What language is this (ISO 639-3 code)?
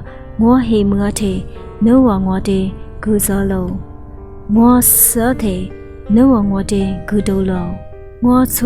lis